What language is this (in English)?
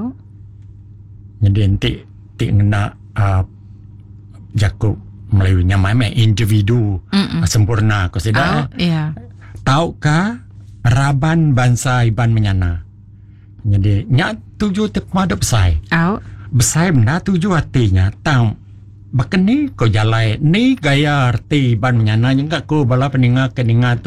Iban